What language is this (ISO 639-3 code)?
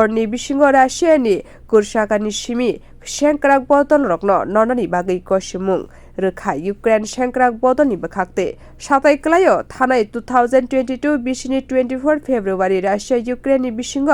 trp